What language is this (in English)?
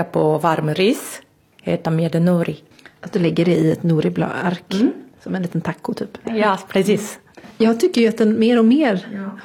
Swedish